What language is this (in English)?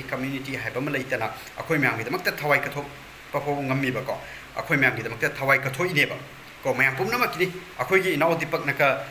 Manipuri